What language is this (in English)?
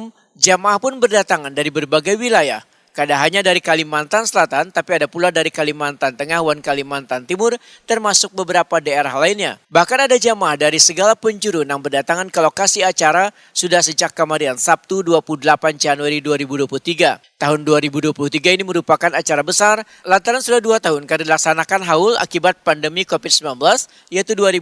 Banjar